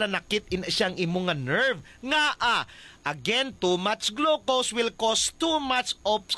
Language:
Hiligaynon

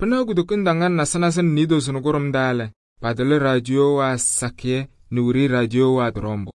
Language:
Kabiyè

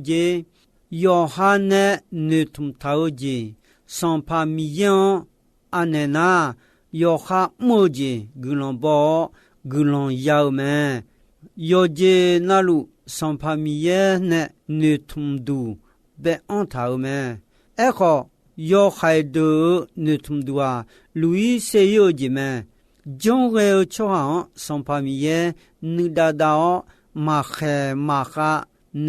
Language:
Akha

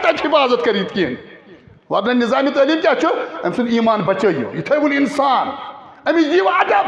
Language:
Kashmiri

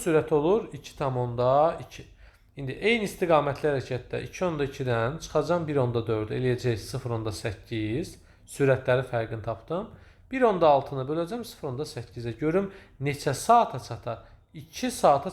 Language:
Azerbaijani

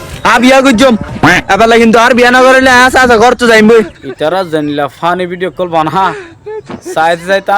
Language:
Rohingya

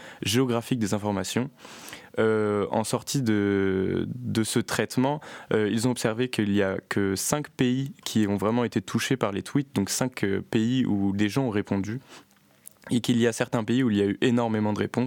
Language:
French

